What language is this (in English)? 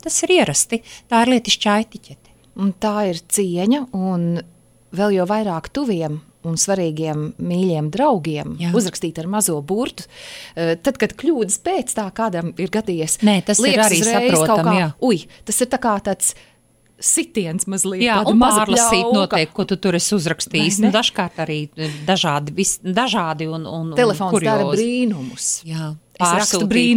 Latvian